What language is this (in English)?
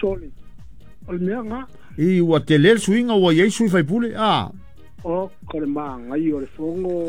Samoan